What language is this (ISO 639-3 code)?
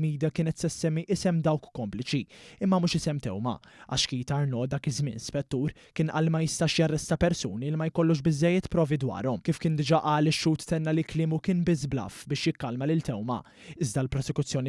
mlt